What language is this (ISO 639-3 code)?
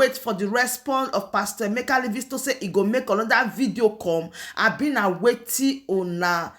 pcm